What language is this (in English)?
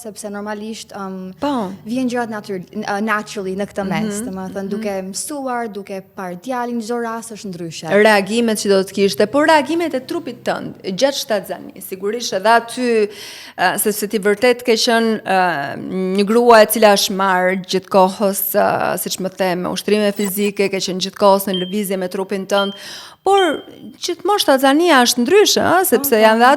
Albanian